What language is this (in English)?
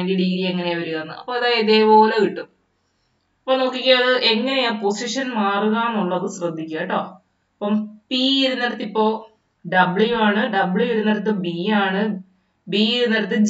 Malayalam